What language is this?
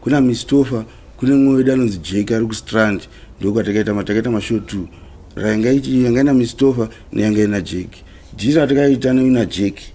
Shona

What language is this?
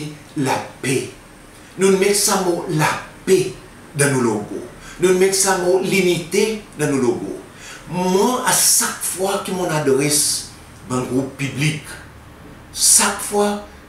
Seselwa Creole French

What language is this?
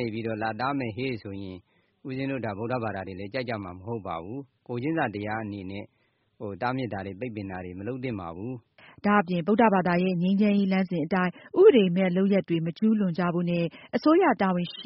Burmese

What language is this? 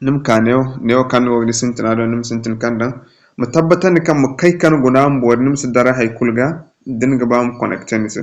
Zarma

